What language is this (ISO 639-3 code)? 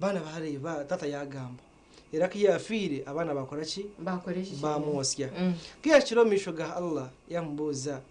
nyn